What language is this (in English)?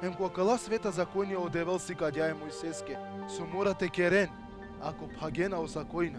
Balkan Romani